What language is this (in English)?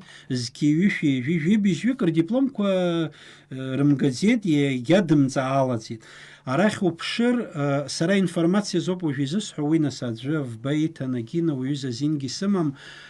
Abkhazian